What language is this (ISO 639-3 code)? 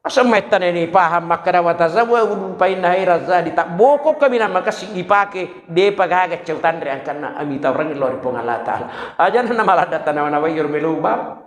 bug